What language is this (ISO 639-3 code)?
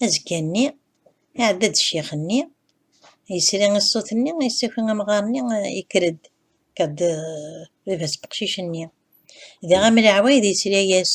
kab